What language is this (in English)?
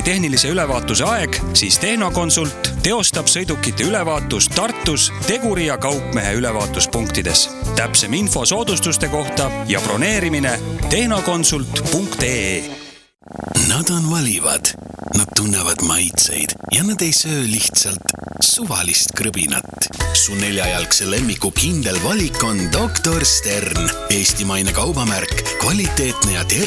Estonian